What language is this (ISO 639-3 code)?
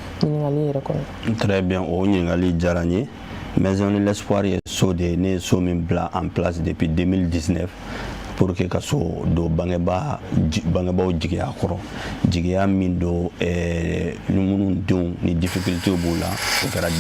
bam